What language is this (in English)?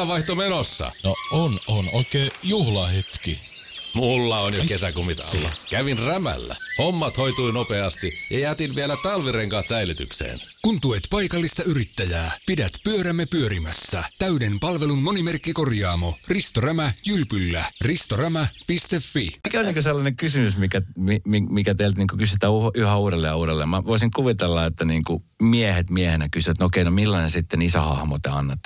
Finnish